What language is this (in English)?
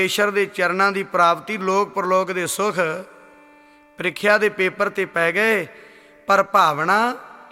Punjabi